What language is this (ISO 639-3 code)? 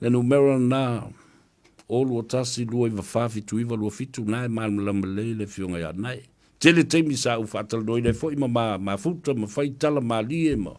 smo